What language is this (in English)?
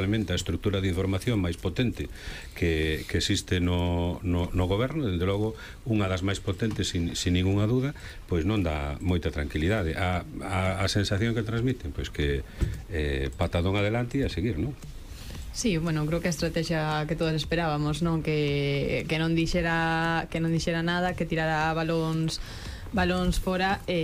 Galician